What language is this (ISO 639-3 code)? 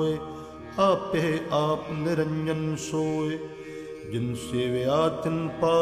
pan